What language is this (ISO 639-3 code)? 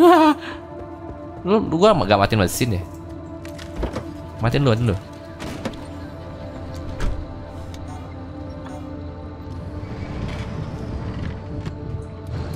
ind